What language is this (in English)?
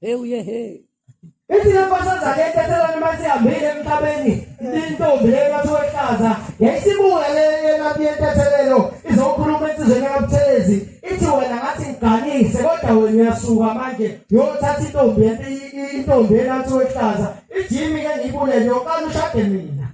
Zulu